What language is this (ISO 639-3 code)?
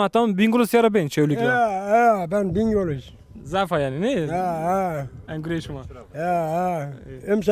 zza